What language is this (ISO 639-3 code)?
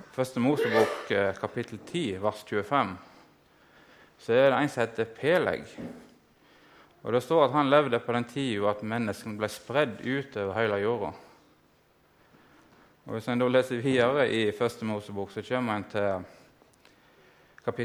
nor